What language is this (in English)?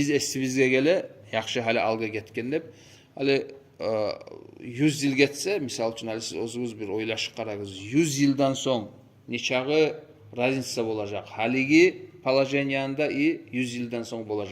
Kumyk